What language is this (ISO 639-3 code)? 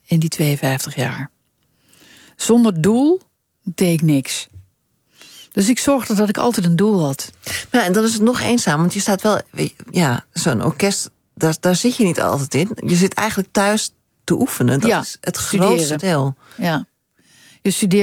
nld